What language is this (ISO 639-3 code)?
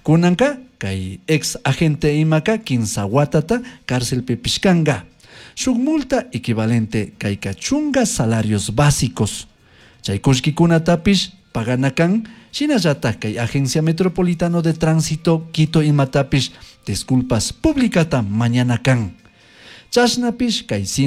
qug